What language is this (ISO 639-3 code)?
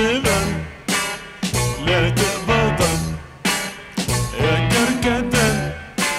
ara